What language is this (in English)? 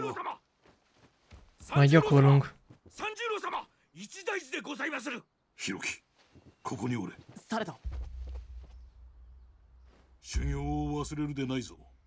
Hungarian